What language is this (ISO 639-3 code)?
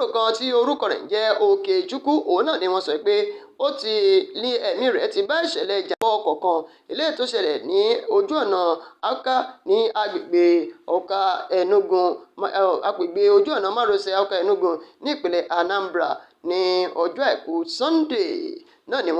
yor